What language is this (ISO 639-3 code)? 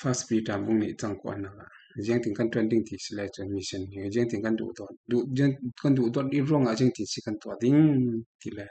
cfm